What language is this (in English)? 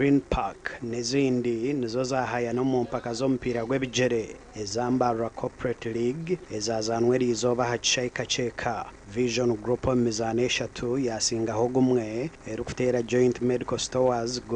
Nyankole